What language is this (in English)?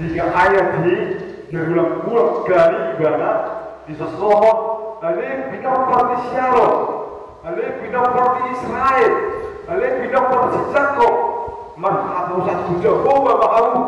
Batak Toba